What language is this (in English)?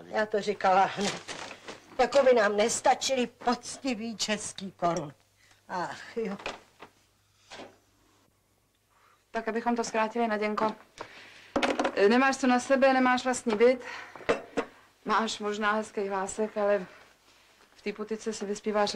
Czech